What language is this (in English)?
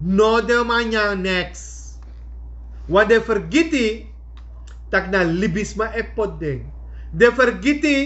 Sranan Tongo